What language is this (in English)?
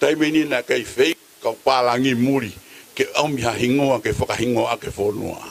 Tongan